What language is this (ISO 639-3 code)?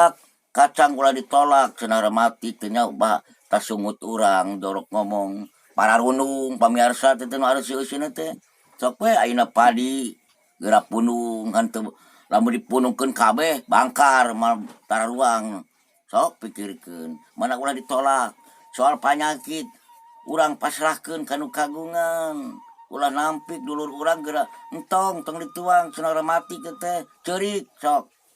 sun